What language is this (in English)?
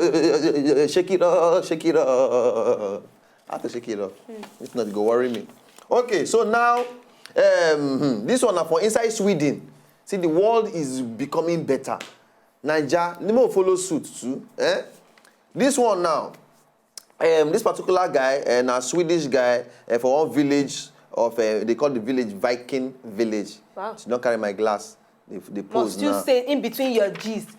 Nigerian Pidgin